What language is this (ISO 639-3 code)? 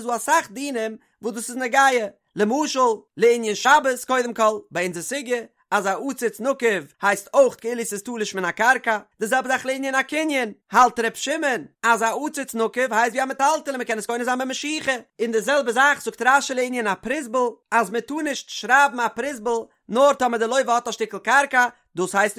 yid